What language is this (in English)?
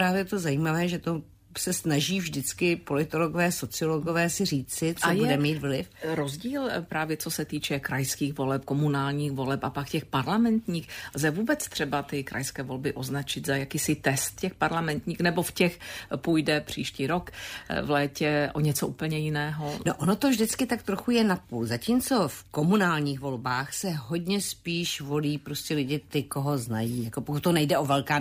Czech